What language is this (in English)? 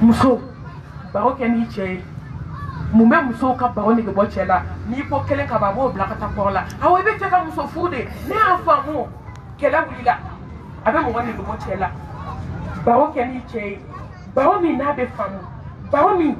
Bambara